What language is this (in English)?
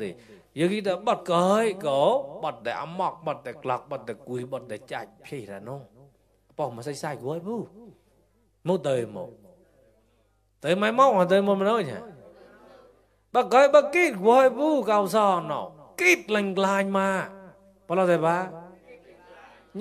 Mon